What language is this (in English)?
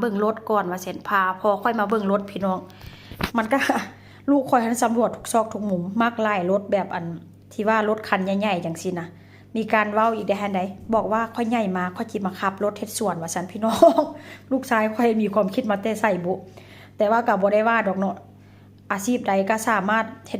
Northeastern Thai